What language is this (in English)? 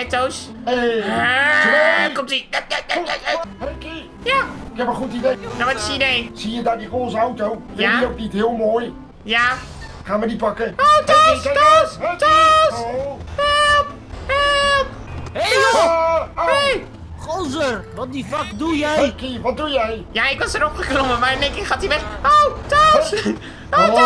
Dutch